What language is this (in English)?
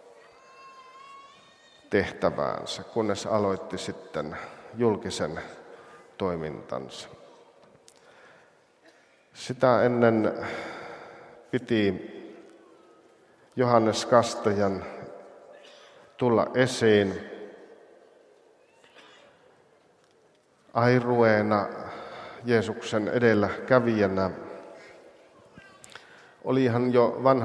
Finnish